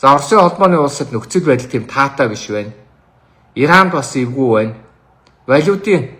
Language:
Mongolian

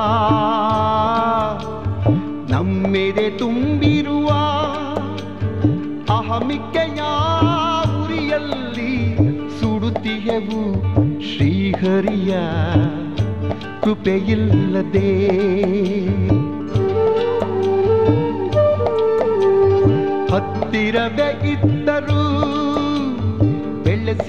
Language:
Kannada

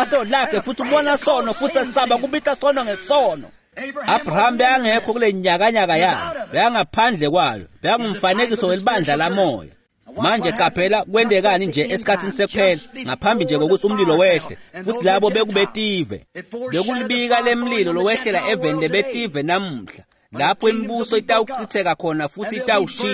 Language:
Swati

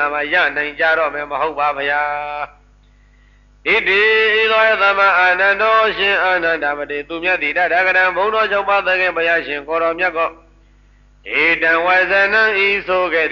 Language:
Burmese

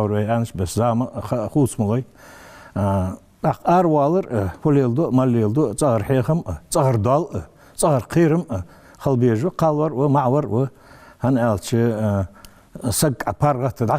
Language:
Ingush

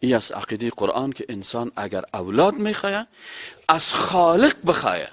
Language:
Persian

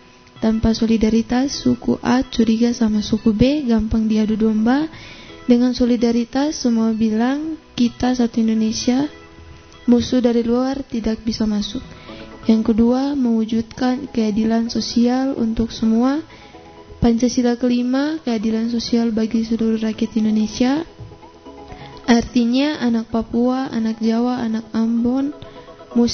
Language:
Indonesian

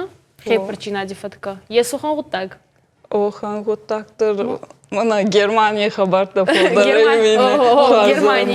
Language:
Ossetic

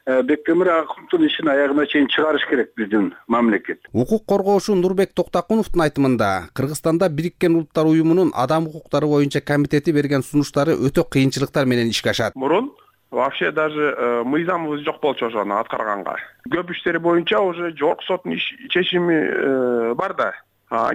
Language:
Kyrgyz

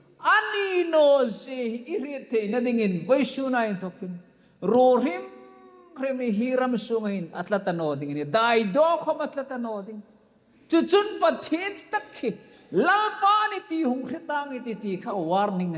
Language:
Hmar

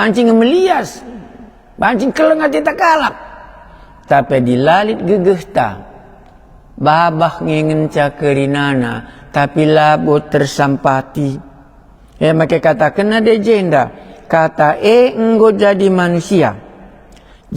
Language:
Batak Karo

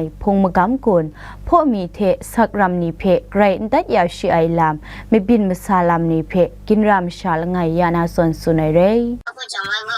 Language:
Kachin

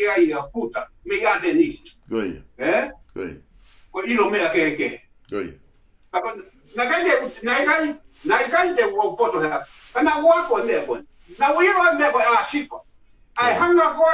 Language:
Tongan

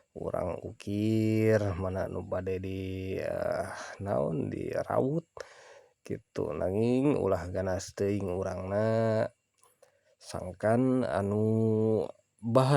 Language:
Sundanese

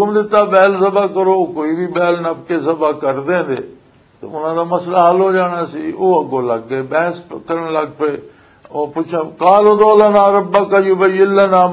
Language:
Western Panjabi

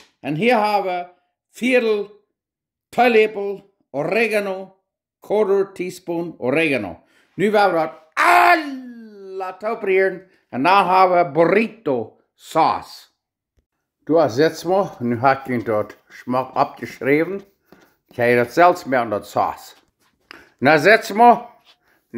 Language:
Plautdietsch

